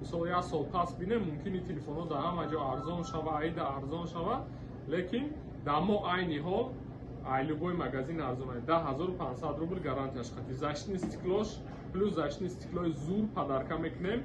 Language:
Tajik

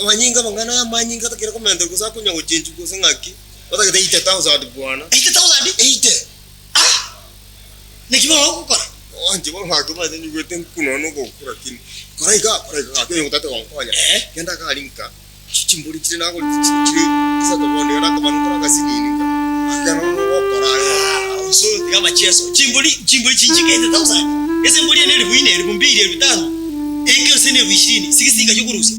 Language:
Gusii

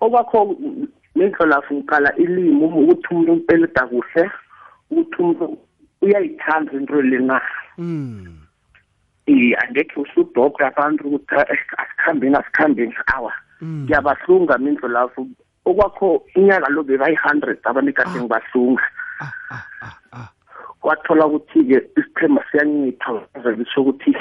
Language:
South Ndebele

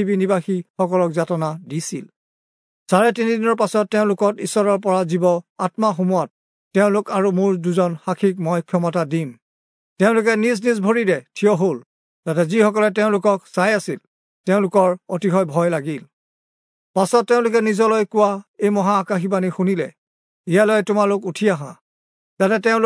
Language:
Assamese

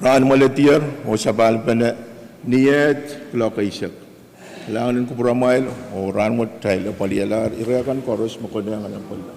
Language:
Pohnpeian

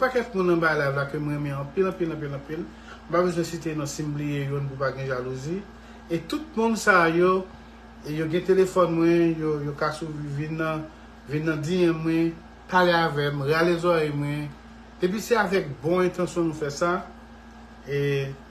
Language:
Haitian Creole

